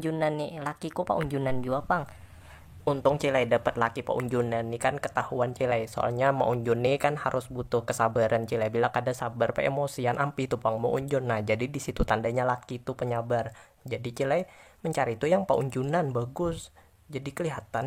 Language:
Banjar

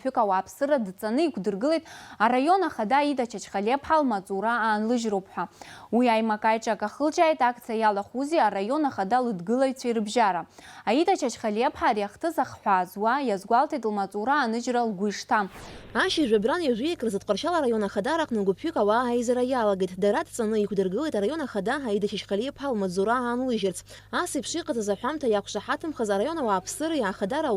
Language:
Abkhazian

